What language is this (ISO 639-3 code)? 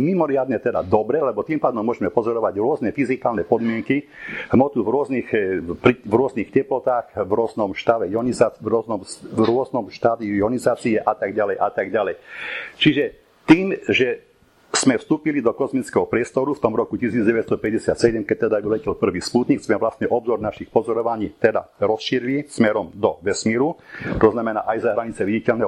slk